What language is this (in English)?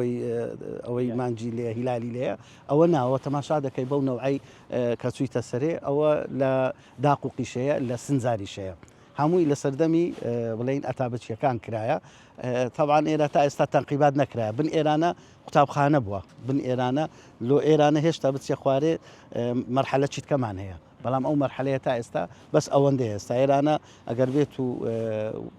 Central Kurdish